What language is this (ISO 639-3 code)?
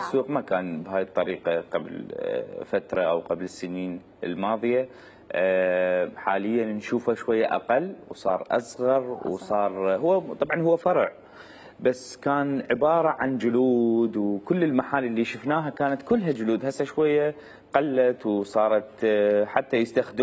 acm